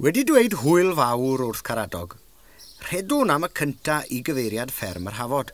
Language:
Welsh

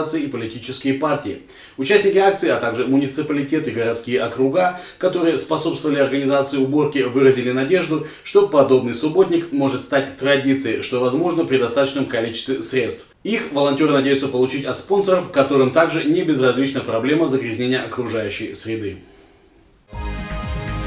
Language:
Russian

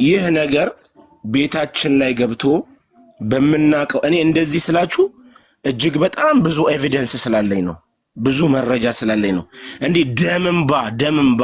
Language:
Amharic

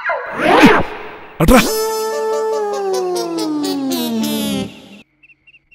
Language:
Telugu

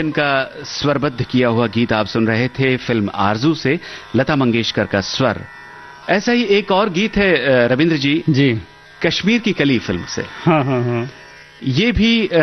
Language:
Hindi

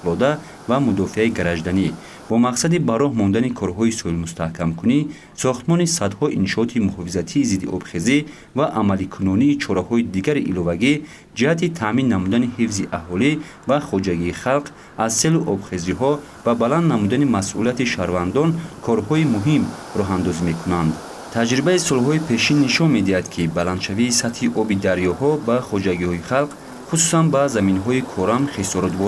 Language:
Tajik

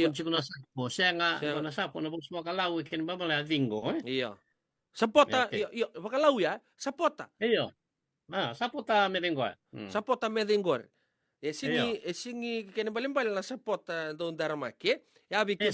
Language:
Fijian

